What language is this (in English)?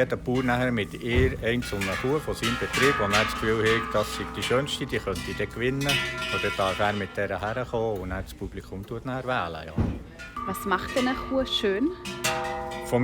Swiss German